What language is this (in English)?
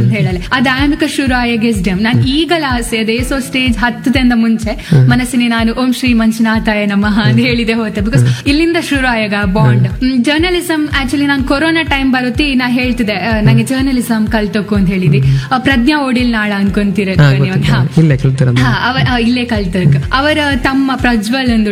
Kannada